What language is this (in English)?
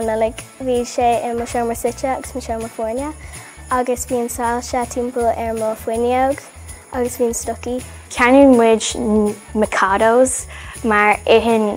Irish